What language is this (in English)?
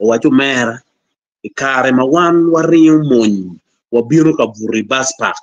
Acoli